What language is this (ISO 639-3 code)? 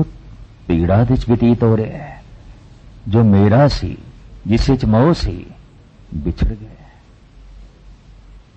pan